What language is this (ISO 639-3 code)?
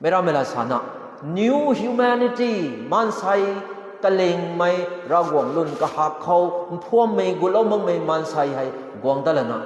nbu